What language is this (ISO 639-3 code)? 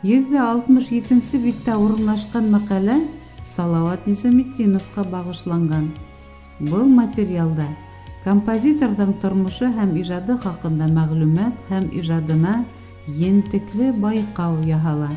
bak